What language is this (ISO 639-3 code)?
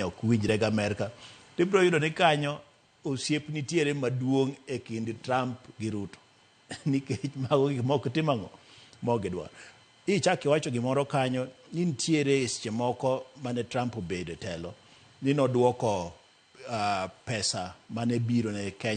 luo